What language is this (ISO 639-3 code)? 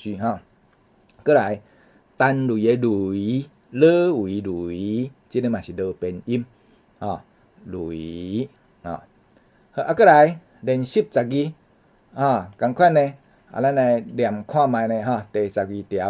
nan